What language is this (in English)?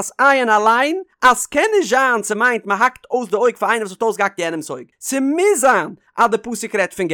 Yiddish